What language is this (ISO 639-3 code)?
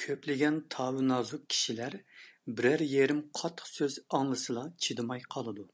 uig